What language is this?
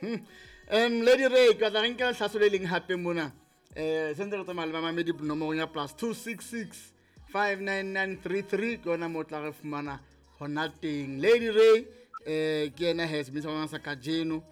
Southern Sotho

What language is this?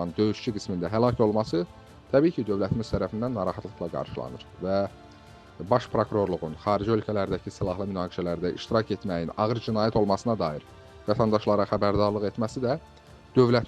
Azerbaijani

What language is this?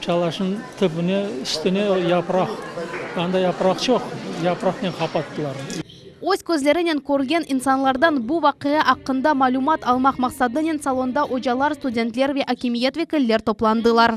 Crimean Tatar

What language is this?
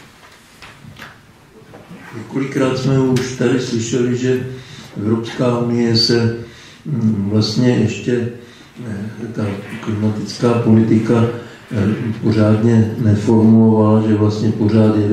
Czech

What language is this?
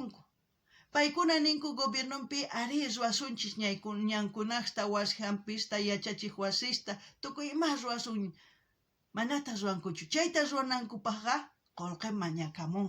South Bolivian Quechua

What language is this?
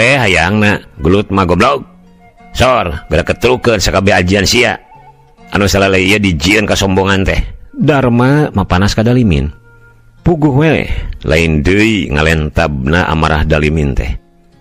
Sundanese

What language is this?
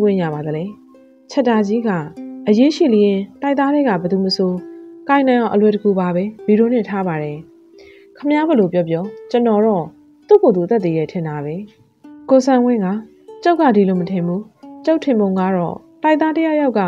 Burmese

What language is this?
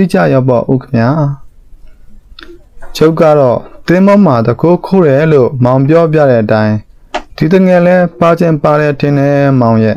Burmese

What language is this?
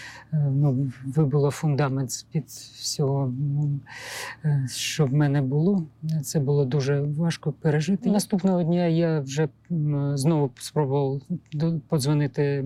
Ukrainian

